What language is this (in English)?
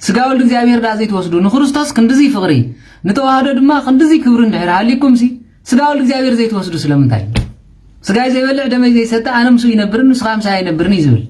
Tigrinya